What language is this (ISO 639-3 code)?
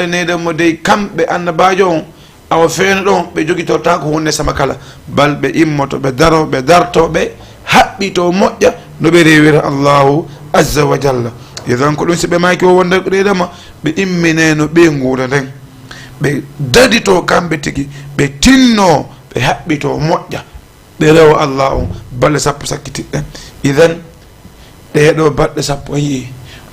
ful